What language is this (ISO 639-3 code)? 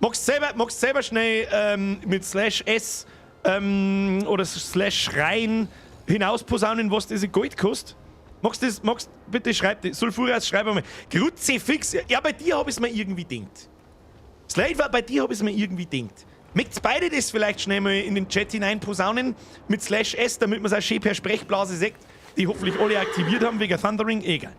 bar